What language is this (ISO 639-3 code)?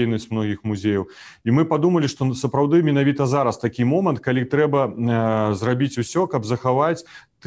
bel